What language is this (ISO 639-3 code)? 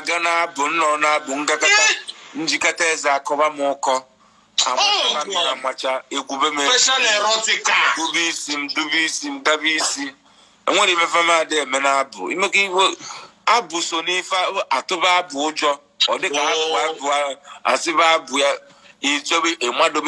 ibo